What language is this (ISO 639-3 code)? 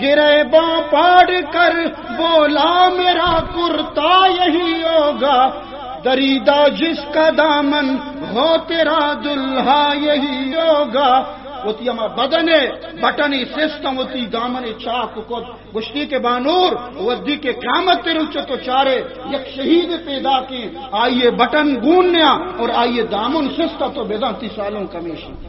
bal